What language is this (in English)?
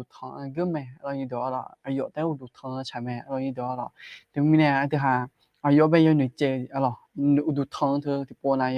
Akha